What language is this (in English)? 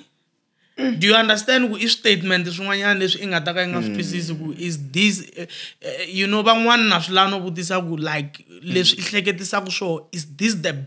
Tsonga